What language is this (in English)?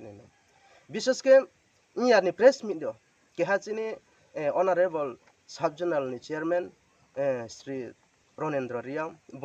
Riang (India)